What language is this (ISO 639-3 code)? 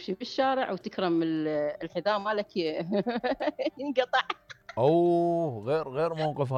acm